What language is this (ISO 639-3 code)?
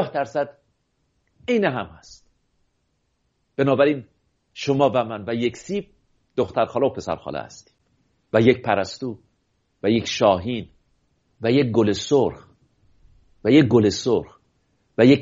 fas